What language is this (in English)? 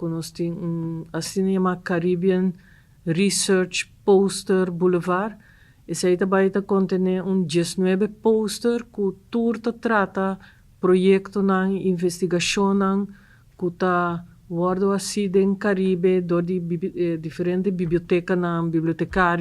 Papiamento